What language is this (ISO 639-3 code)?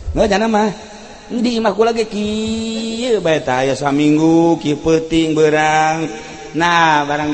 sun